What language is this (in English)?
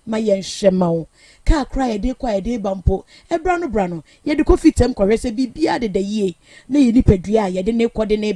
Akan